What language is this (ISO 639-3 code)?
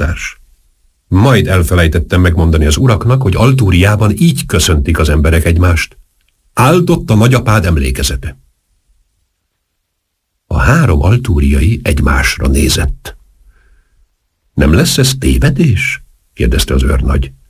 hun